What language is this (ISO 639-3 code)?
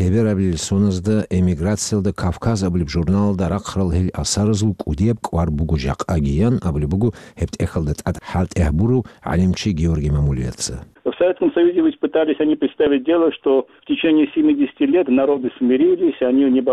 ava